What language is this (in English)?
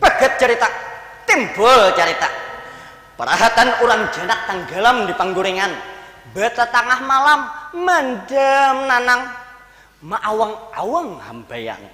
Banjar